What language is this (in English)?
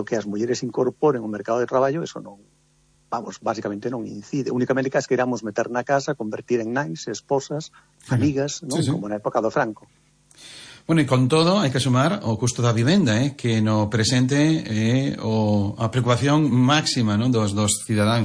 Galician